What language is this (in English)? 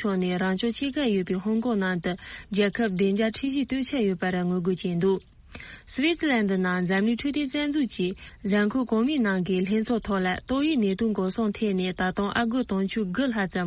Tibetan